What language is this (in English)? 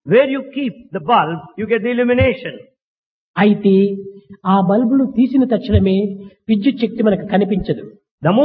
Telugu